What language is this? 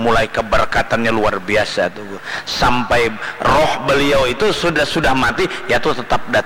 Banjar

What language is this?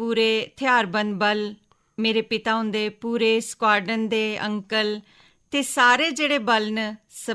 Dogri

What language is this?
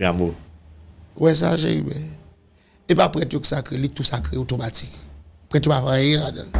Haitian Creole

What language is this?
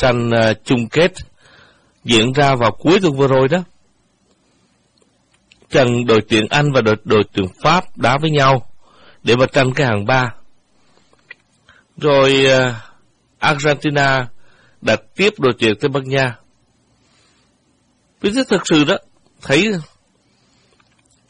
Vietnamese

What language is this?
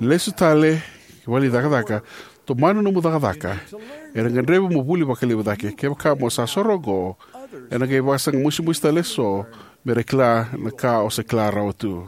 Fijian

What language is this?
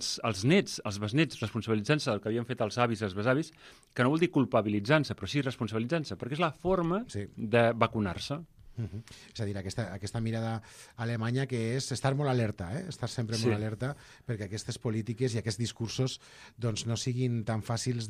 Catalan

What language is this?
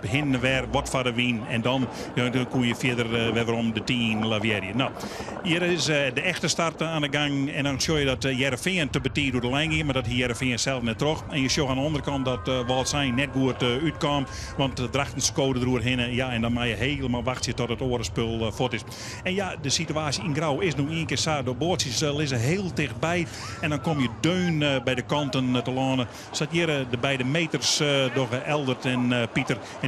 Western Frisian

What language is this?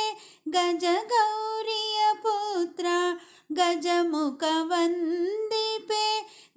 Kannada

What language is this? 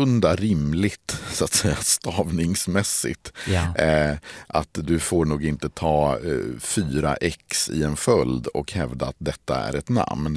Swedish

